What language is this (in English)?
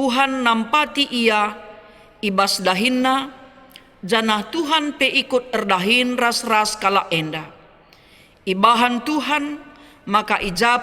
Batak Karo